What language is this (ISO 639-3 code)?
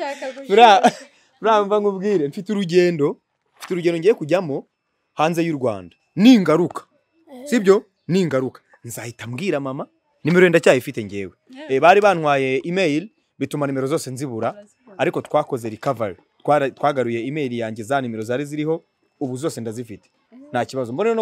kin